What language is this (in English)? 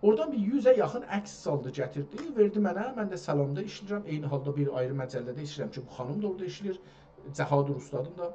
South Azerbaijani